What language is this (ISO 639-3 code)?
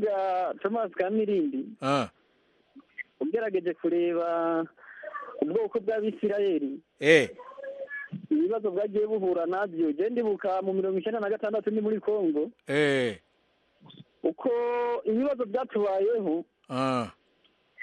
kin